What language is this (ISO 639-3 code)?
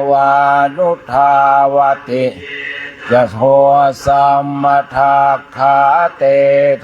pli